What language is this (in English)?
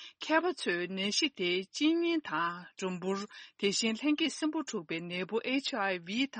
Tibetan